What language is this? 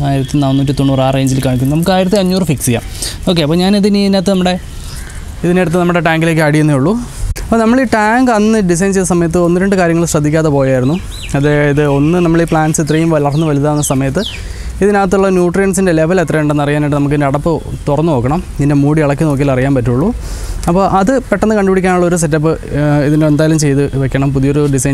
Malayalam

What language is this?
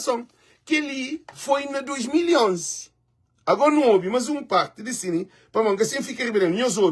Kabuverdianu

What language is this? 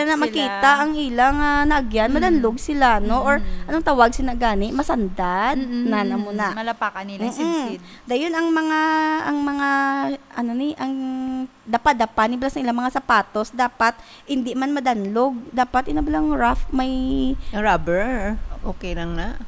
Hiligaynon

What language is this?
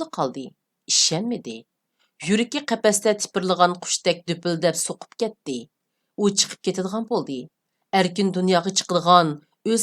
Uyghur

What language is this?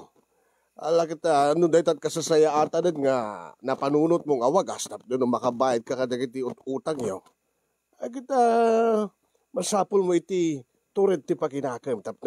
Iloko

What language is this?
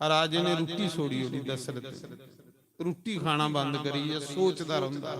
Dogri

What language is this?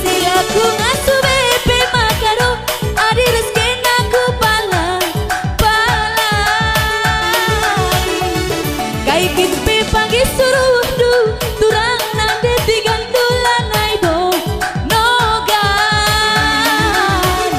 Batak Karo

